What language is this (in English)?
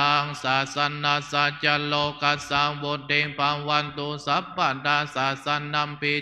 Pali